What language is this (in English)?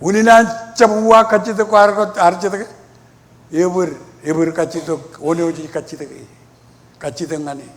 Marshallese